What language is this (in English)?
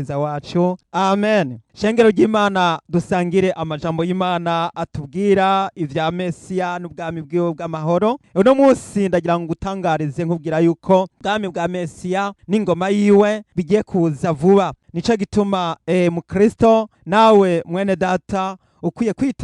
Rundi